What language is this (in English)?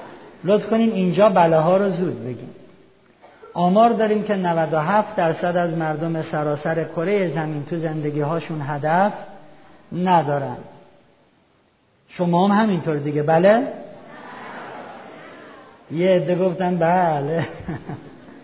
Persian